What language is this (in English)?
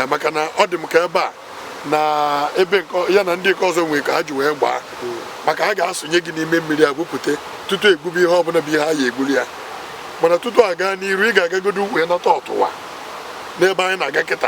Igbo